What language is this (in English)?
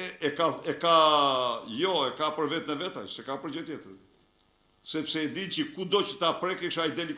Albanian